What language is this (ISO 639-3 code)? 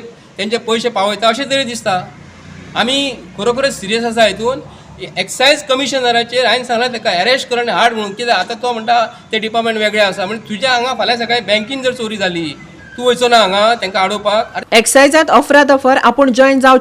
kok